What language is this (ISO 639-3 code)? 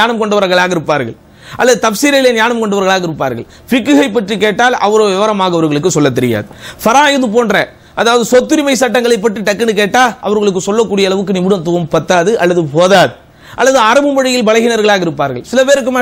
tam